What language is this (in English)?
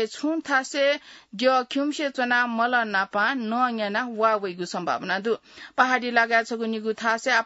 Newari